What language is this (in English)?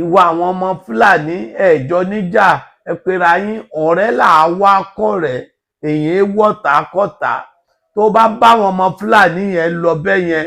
Yoruba